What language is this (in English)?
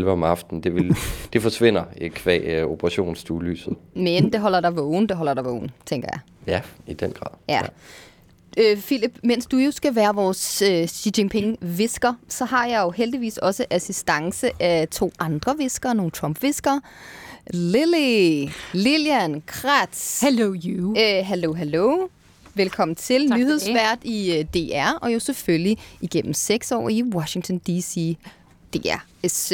Danish